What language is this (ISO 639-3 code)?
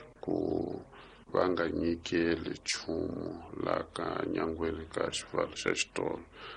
tso